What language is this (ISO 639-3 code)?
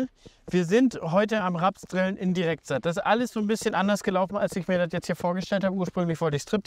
deu